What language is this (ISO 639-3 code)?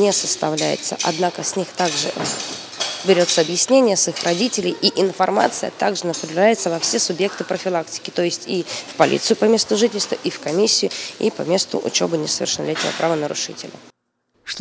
rus